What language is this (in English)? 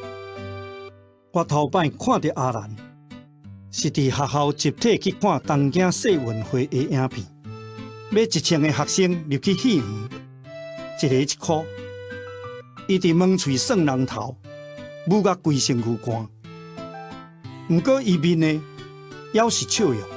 Min Nan Chinese